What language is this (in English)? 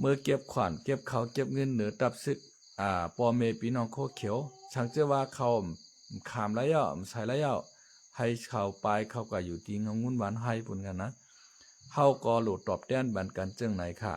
Shan